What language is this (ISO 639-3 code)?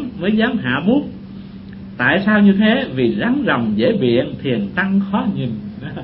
vie